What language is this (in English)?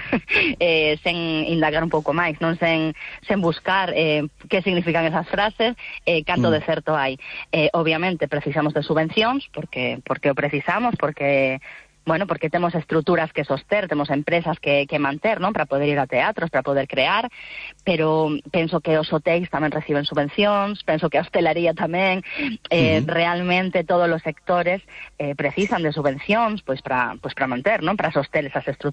Galician